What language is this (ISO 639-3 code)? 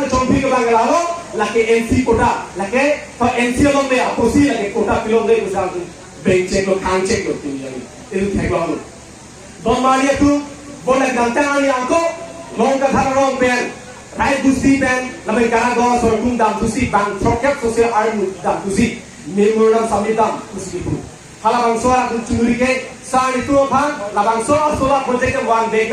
mjw